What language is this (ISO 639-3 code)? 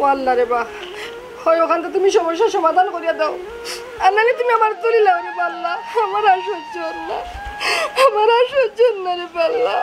syl